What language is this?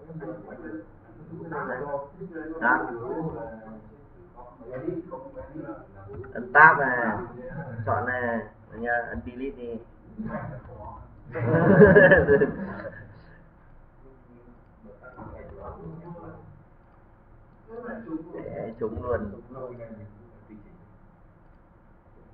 Vietnamese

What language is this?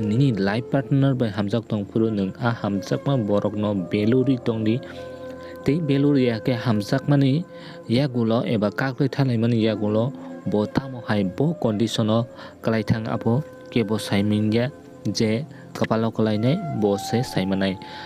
Kok Borok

